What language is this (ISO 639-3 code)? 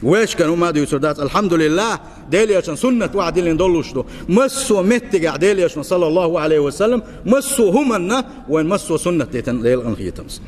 che